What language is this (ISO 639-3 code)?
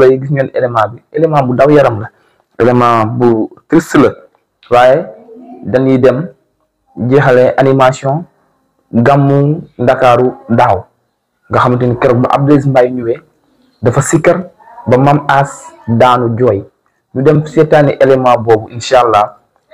wol